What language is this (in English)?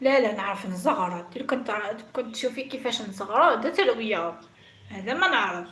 Algerian Arabic